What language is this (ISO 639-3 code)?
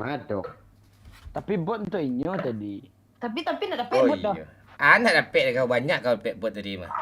min